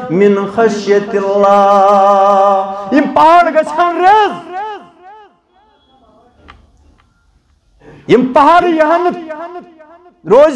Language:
Kashmiri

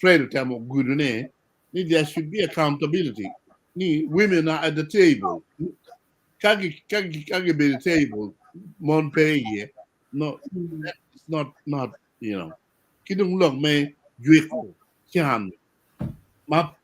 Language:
Acoli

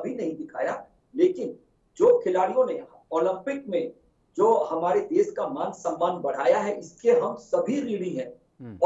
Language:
Hindi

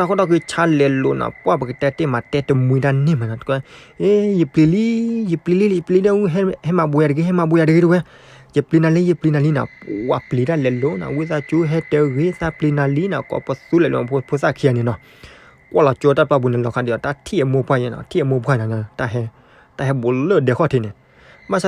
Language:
S'gaw Karen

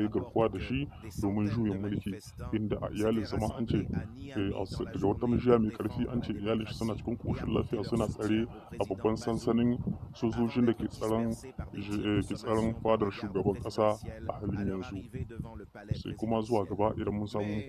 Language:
Hausa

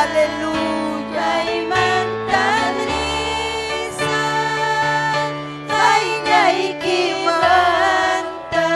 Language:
Ayacucho Quechua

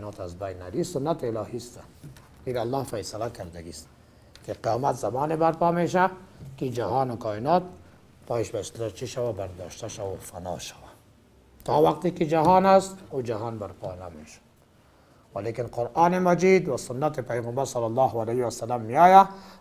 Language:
Persian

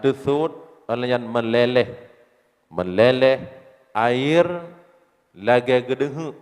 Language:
Achinese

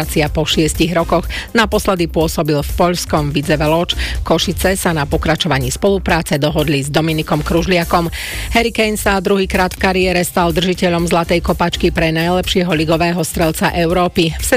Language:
Slovak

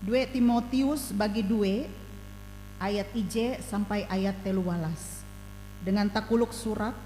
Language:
Ngaju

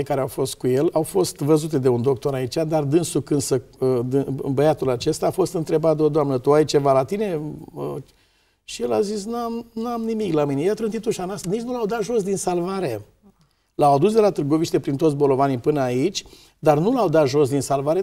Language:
Romanian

